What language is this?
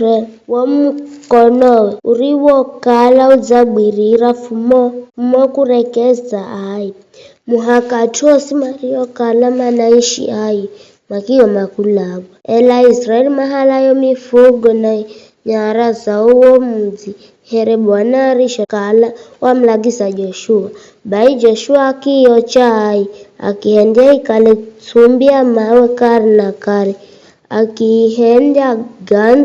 Giryama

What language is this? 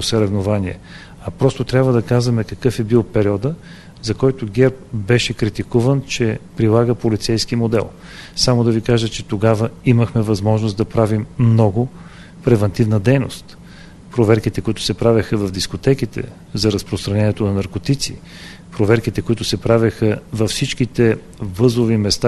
Bulgarian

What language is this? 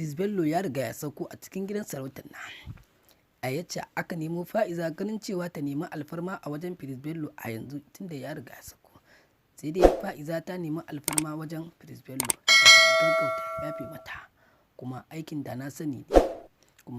Hausa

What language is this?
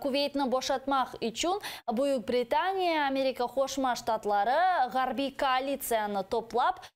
Crimean Tatar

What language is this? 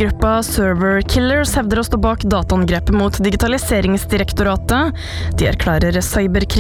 Norwegian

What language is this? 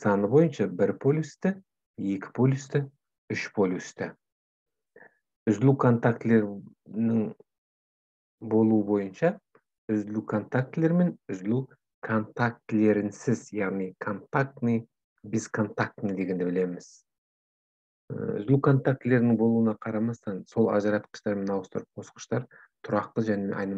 Kazakh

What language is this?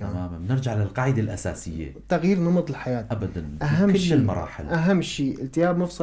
North Levantine Arabic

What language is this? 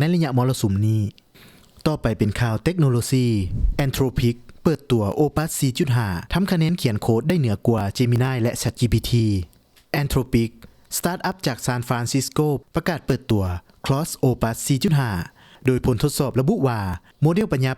Lao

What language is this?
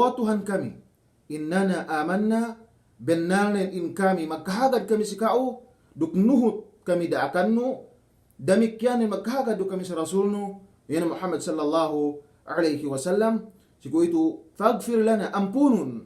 Yakan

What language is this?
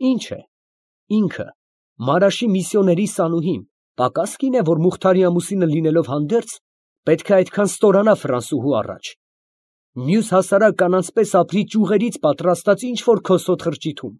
Armenian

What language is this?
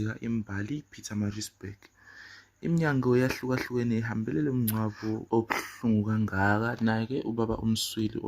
Zulu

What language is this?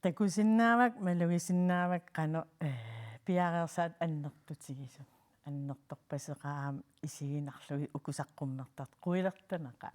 Kalaallisut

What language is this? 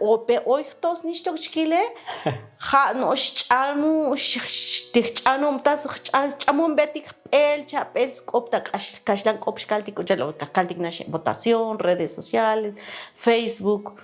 Tzotzil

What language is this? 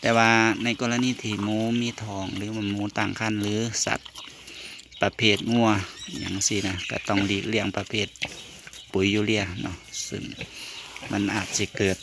Northeastern Thai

